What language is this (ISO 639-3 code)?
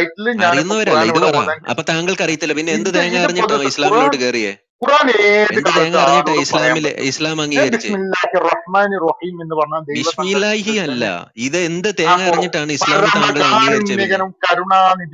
mal